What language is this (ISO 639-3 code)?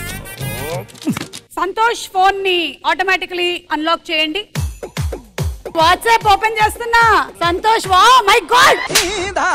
tel